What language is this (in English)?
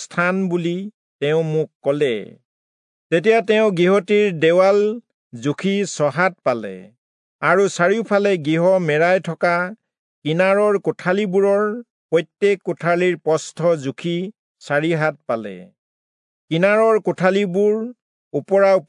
Assamese